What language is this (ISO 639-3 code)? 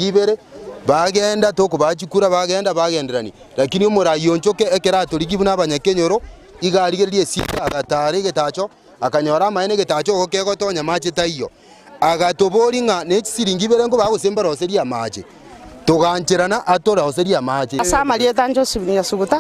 guz